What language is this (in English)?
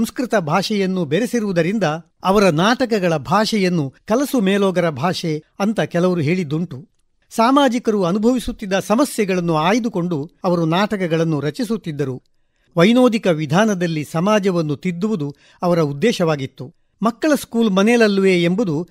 Kannada